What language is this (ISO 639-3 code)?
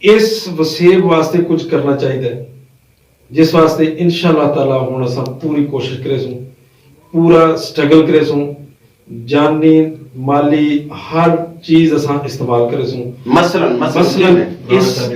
skr